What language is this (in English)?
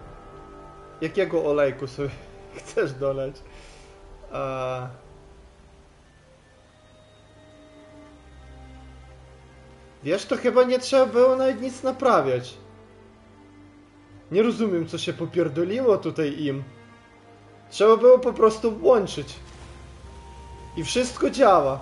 Polish